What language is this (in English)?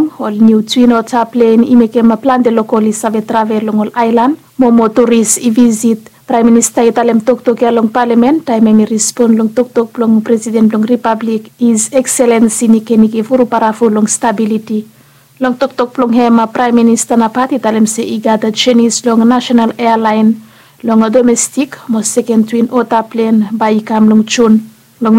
Bislama